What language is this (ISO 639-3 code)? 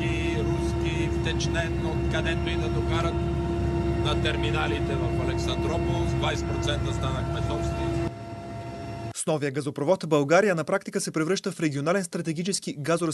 bul